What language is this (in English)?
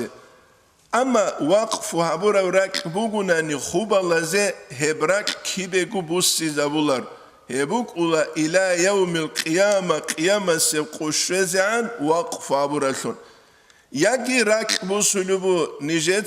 Avaric